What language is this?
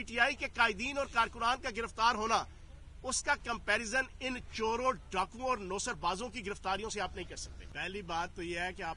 Urdu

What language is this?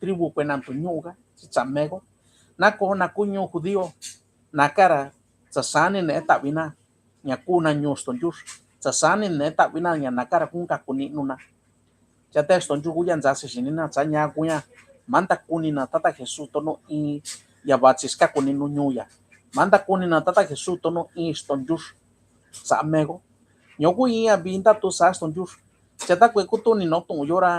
Mixtepec Mixtec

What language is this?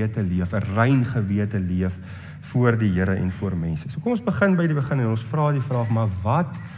Afrikaans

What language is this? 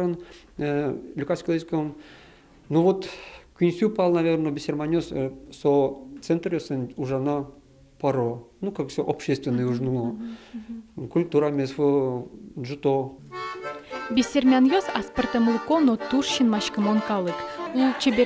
Udmurt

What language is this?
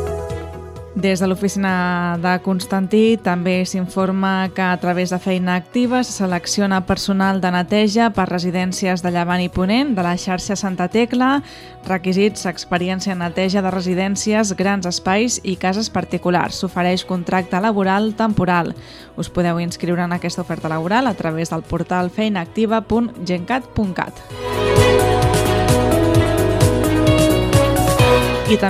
Catalan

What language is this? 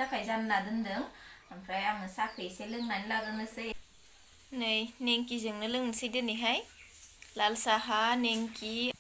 Bodo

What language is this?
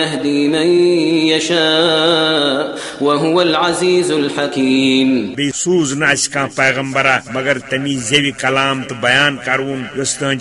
Kashmiri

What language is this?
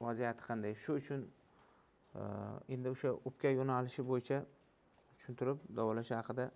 Uzbek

